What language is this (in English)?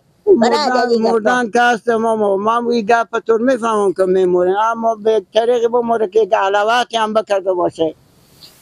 Persian